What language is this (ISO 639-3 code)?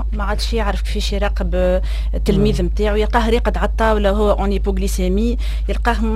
aeb